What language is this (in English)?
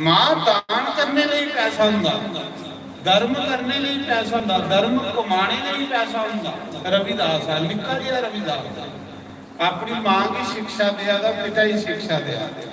Dogri